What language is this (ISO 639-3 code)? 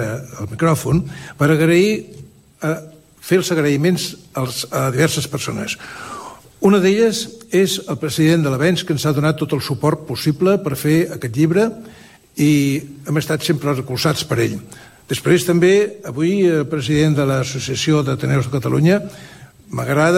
cat